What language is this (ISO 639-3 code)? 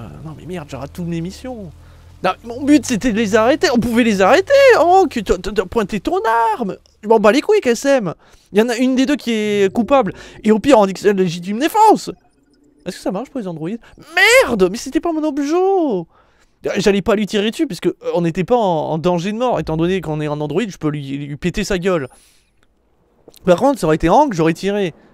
fra